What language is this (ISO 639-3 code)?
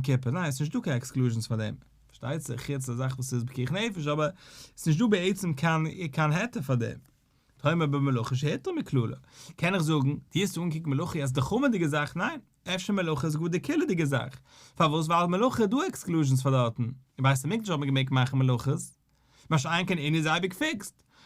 yid